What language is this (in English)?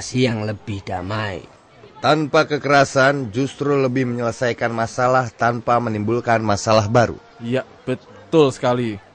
Indonesian